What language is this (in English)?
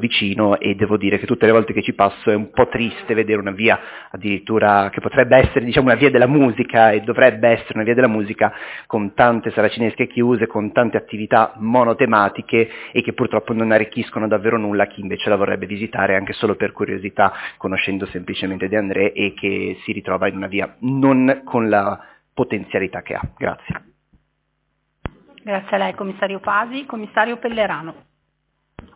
Italian